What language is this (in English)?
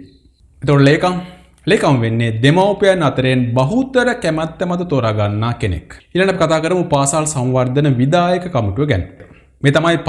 Sinhala